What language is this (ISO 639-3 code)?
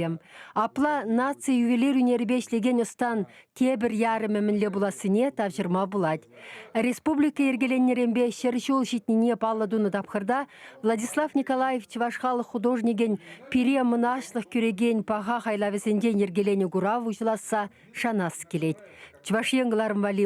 chv